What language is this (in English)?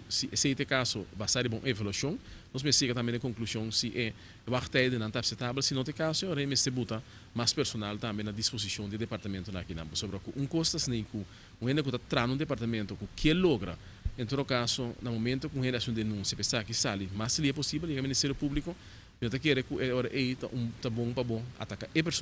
Papiamento